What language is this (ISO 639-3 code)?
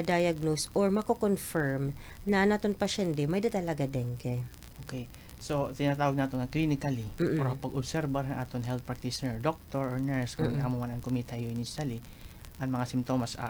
war